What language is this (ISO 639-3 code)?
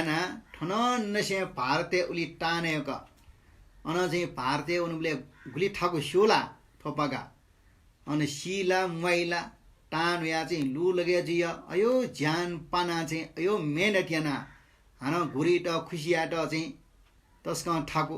new